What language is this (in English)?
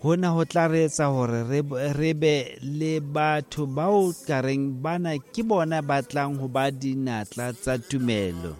Southern Sotho